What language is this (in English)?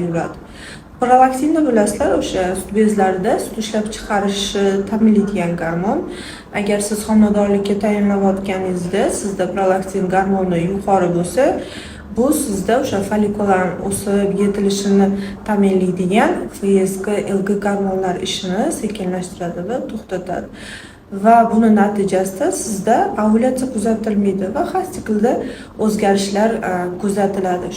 Uzbek